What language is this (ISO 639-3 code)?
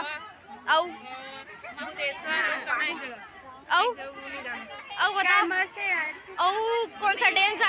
hne